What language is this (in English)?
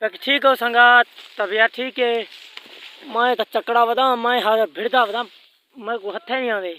Saraiki